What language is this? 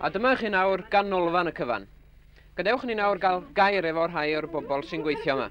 Welsh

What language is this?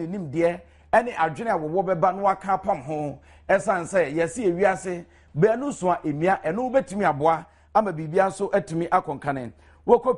Akan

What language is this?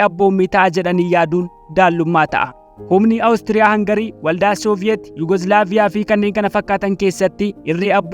Oromo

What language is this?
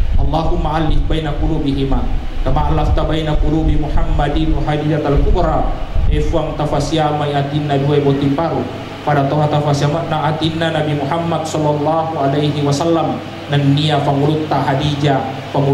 Buginese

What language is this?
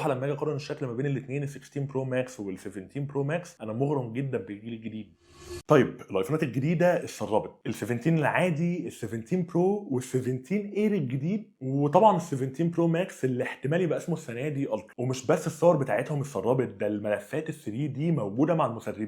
Egyptian Arabic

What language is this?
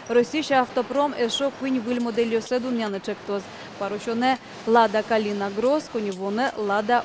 Udmurt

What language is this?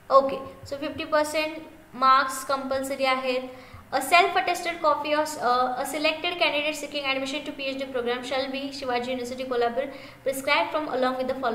Marathi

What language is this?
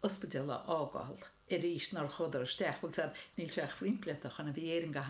Irish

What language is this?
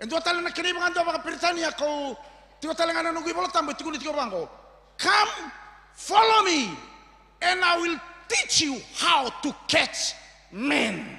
Fijian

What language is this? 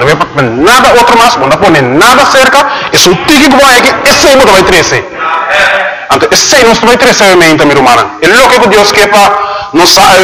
Papiamento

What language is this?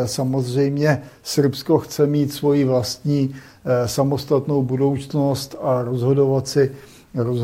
Czech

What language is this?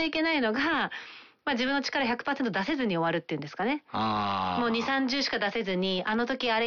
Japanese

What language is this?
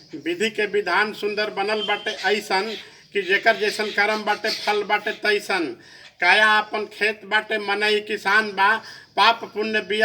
Bhojpuri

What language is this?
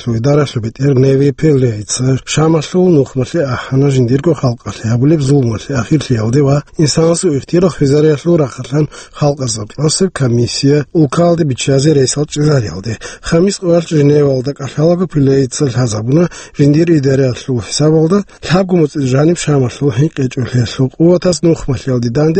Avaric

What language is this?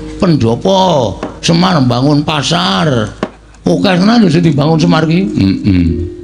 Javanese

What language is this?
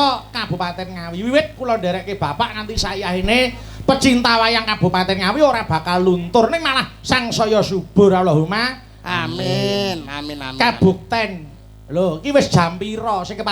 Javanese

